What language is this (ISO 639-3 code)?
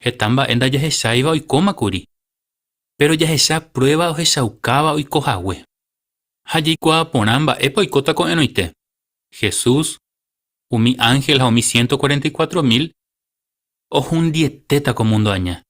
grn